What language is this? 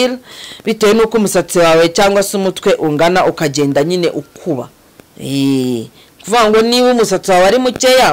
Kinyarwanda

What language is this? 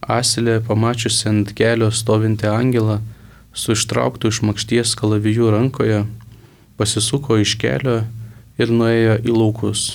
Lithuanian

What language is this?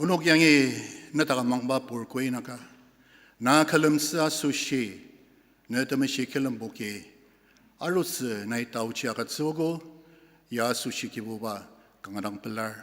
Ao Naga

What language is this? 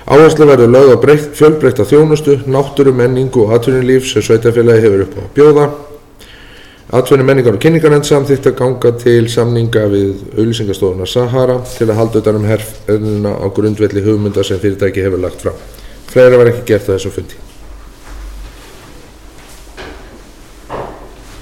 Icelandic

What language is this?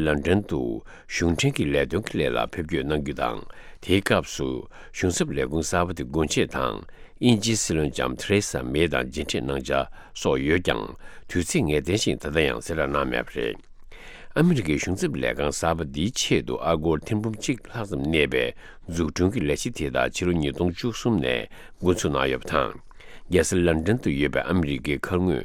Tibetan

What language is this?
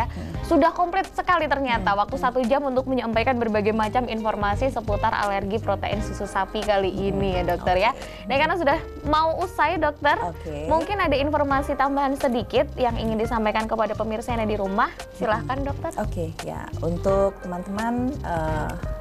Indonesian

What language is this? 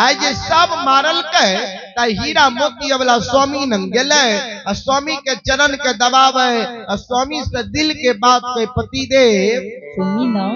Maithili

